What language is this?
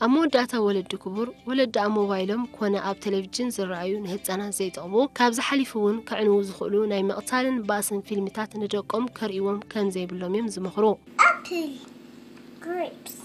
Tigrinya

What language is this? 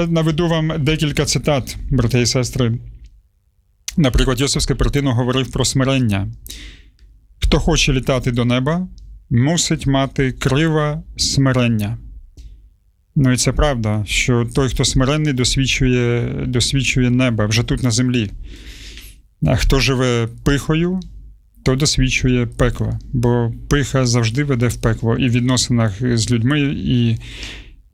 Ukrainian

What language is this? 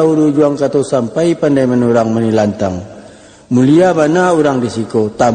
Minangkabau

